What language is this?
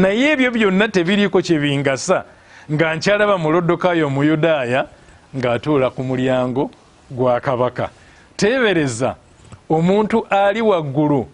Ganda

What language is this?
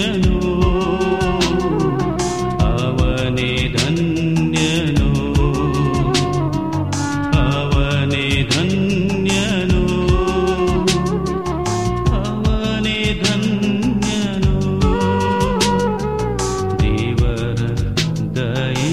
Kannada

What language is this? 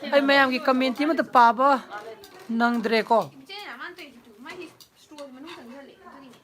Manipuri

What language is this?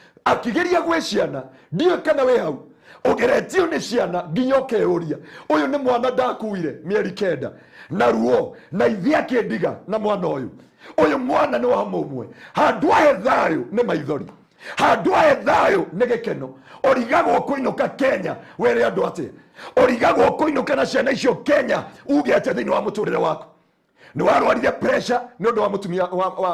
Kikuyu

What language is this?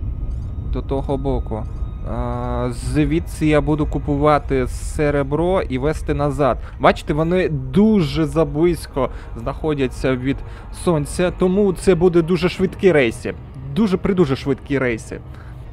Ukrainian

